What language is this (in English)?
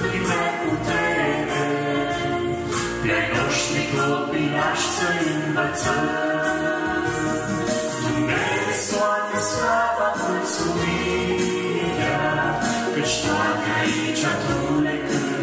Romanian